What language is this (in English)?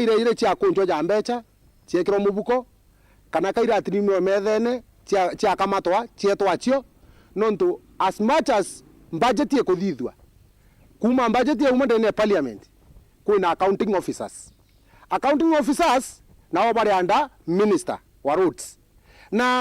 Meru